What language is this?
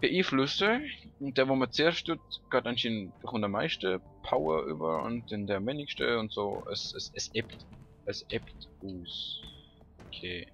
Swiss German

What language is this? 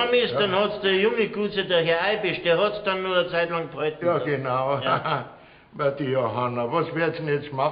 Bavarian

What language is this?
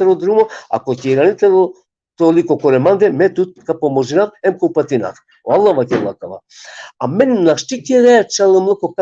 Balkan Romani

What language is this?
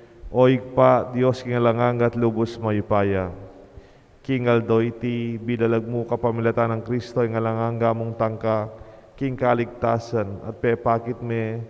Pampanga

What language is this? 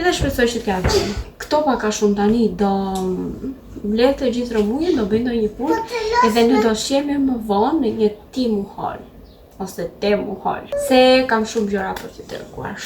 Albanian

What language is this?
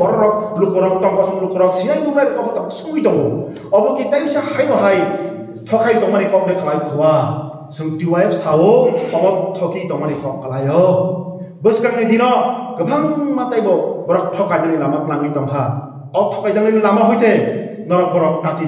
Kok Borok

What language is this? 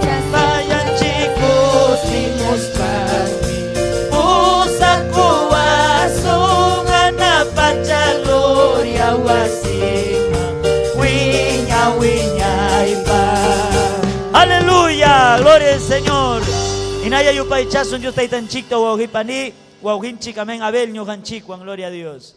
Ayacucho Quechua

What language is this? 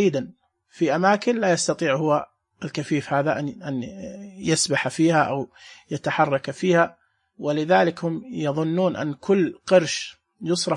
Najdi Arabic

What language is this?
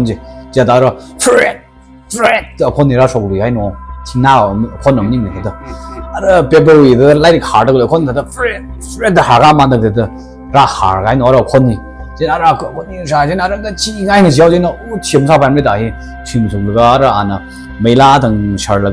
Tangkhul Naga (India)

